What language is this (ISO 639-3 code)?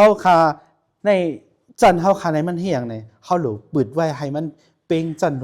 shn